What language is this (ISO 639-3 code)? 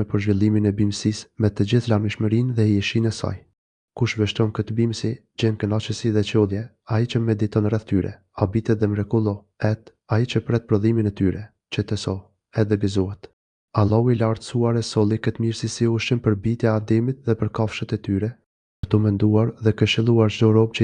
sqi